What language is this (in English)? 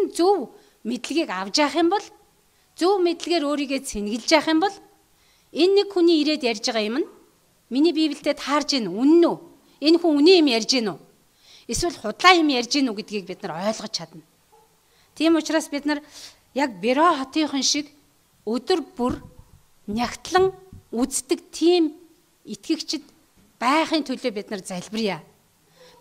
Mongolian